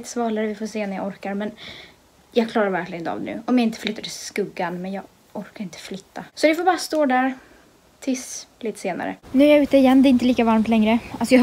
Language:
Swedish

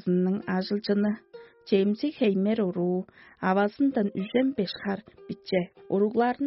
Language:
Tuvinian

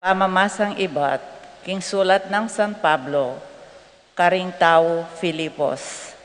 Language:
Pampanga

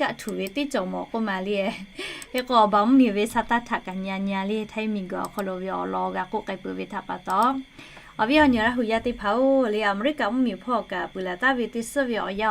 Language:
Lahu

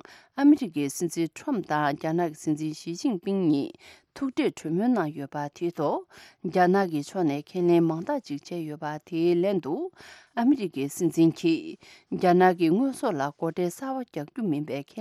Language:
Tibetan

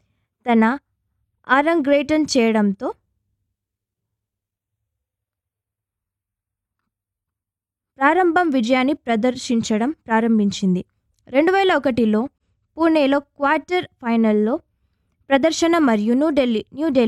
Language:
Telugu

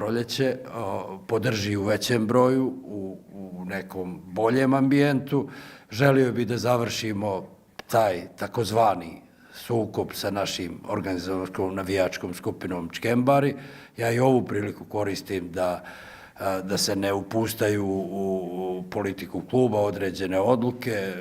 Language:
Bosnian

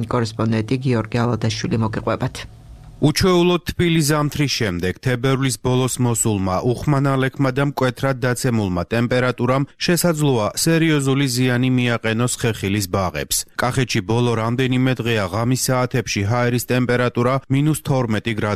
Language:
Georgian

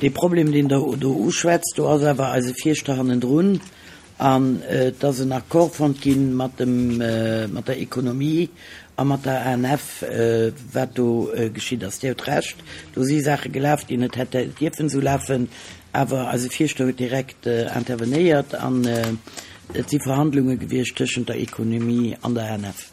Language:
Luxembourgish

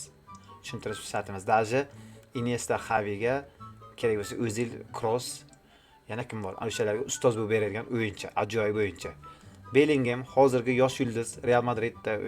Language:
Uzbek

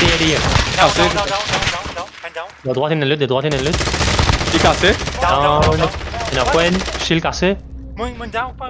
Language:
Morisyen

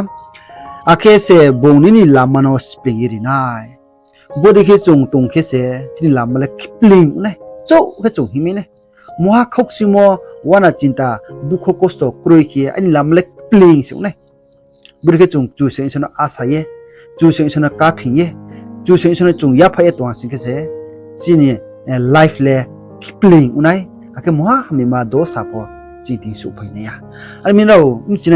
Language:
Riang (India)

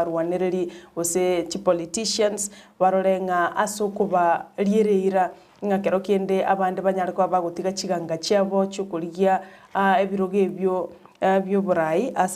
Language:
Gusii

